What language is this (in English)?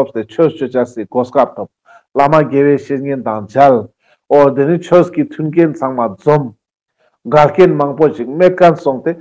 Ladakhi